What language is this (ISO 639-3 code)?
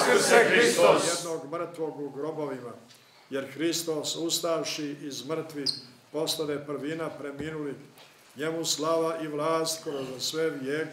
srp